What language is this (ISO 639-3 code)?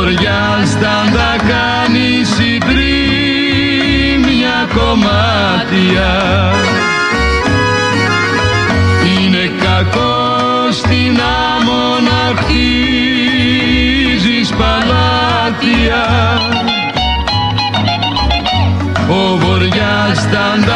ell